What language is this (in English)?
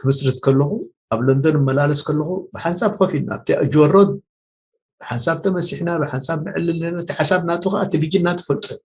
Tigrinya